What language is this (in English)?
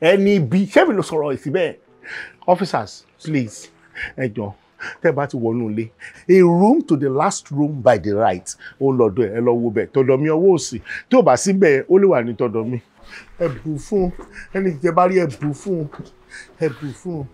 Yoruba